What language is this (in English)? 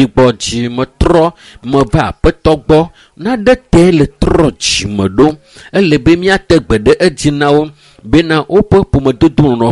Ewe